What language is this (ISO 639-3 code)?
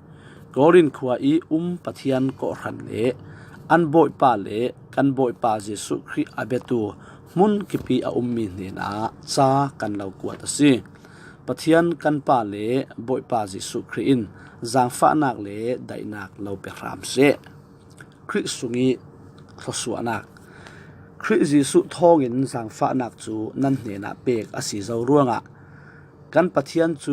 cfm